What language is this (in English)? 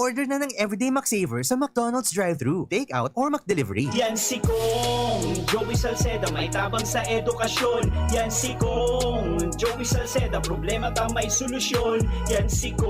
Bikol